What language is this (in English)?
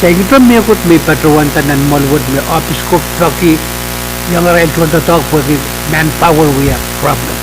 Pohnpeian